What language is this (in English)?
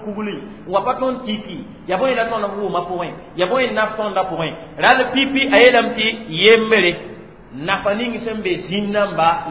Mossi